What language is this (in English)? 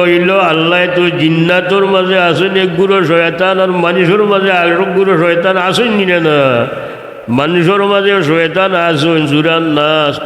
Sylheti